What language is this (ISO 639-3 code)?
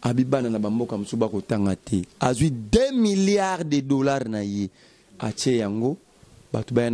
lin